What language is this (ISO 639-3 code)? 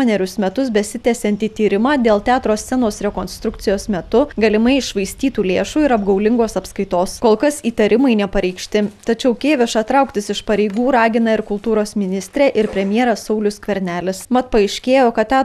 lit